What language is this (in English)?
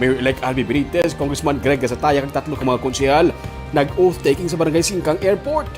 Hiligaynon